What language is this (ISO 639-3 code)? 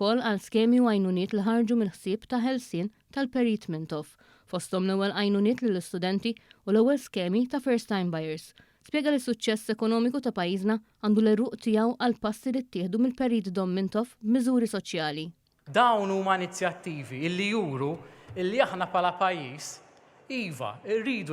mlt